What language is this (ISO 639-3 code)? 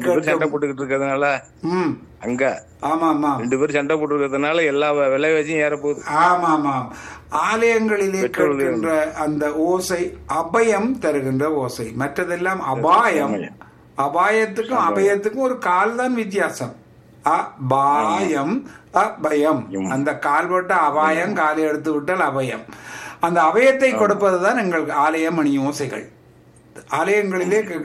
tam